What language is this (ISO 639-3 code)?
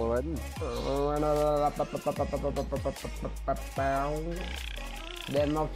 nor